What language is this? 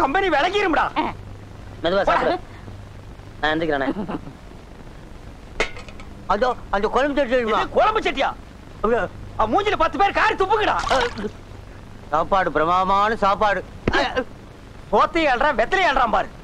Tamil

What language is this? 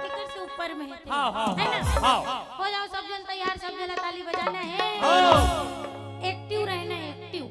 Chhattisgarhi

